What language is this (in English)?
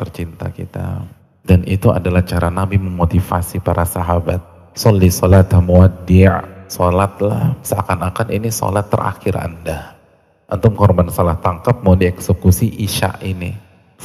Indonesian